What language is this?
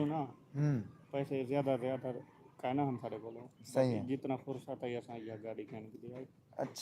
Saraiki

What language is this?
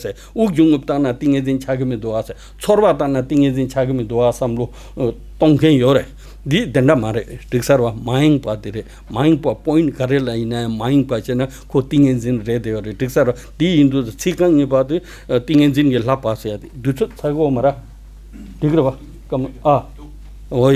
Tibetan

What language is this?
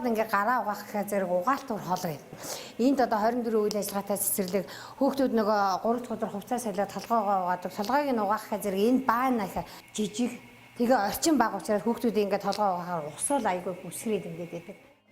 Mongolian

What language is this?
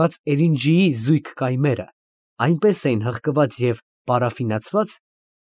Armenian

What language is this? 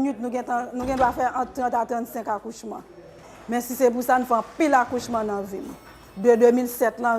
Haitian Creole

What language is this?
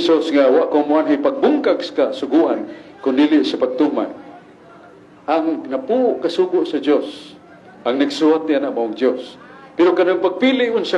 Cebuano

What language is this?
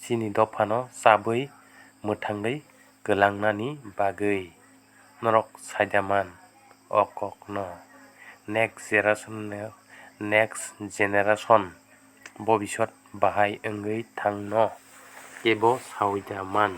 Kok Borok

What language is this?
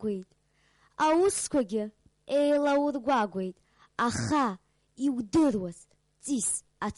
Abkhazian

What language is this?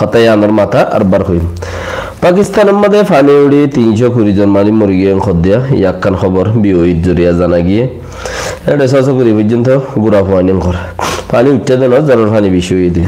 Rohingya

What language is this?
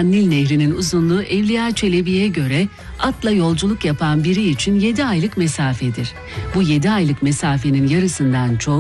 Turkish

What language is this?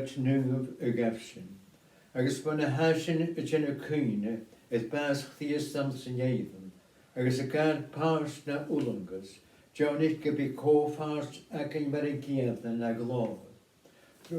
Scottish Gaelic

